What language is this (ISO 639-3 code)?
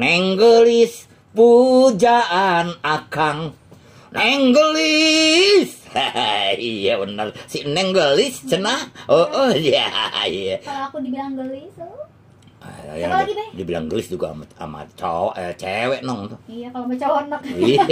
bew